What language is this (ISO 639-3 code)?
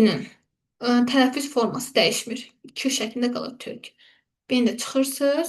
aze